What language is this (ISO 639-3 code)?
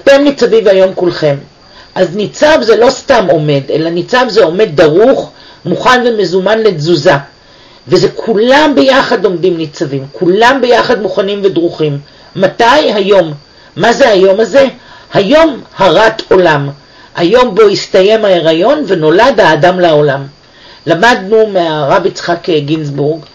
heb